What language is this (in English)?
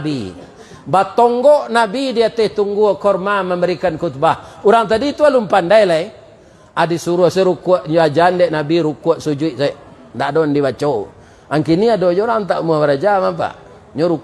Minangkabau